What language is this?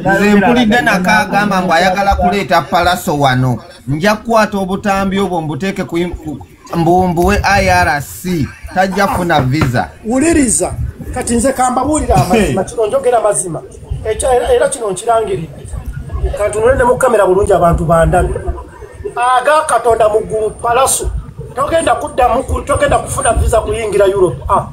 Ganda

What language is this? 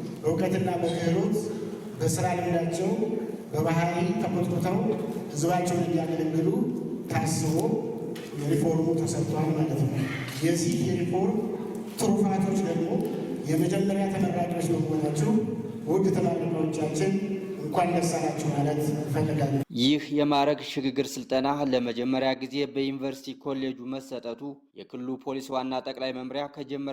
Amharic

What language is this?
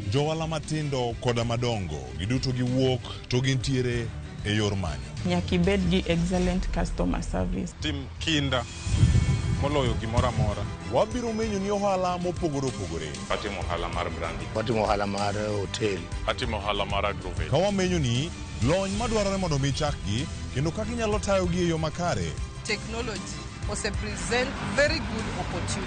Luo (Kenya and Tanzania)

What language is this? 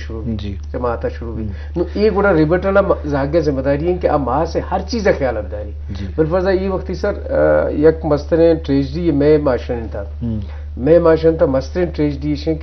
Eastern Balochi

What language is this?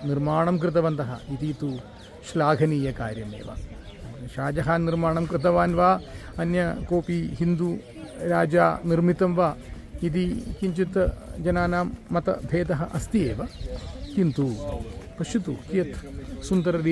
Sanskrit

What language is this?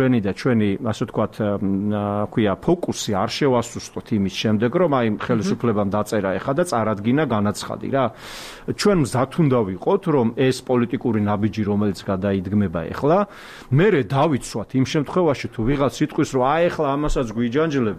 Georgian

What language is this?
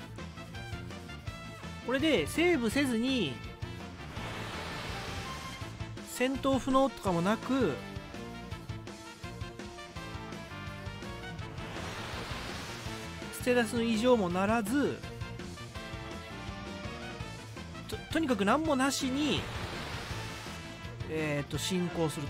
Japanese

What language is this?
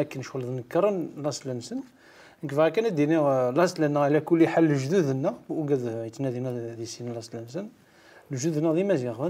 Kabyle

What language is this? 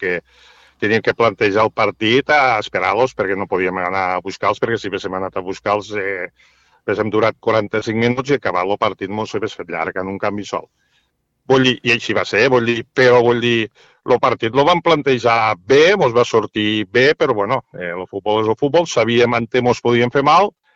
Catalan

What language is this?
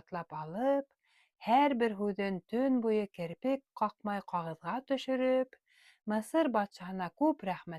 Bashkir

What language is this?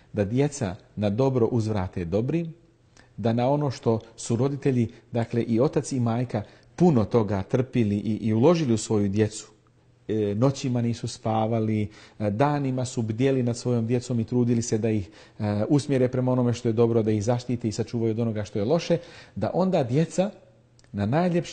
Bosnian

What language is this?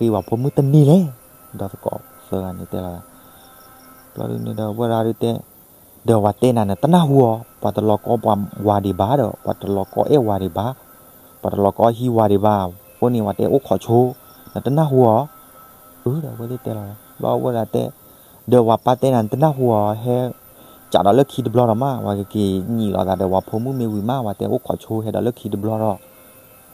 S'gaw Karen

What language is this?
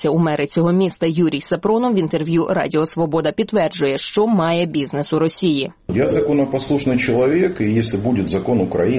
Ukrainian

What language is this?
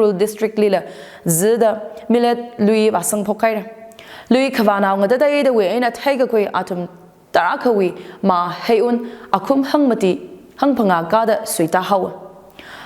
Tangkhul Naga (India)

